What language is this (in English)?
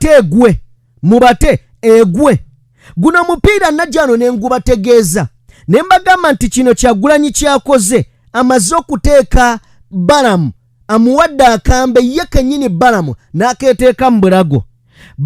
Ganda